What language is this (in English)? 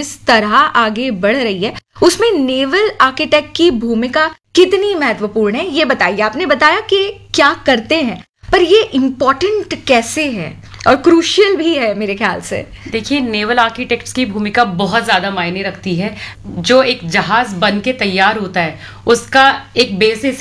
Hindi